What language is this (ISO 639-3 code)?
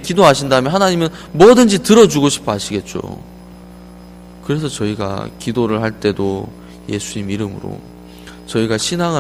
kor